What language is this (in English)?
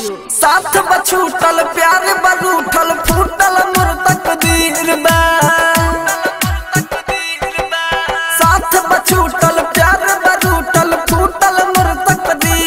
Bhojpuri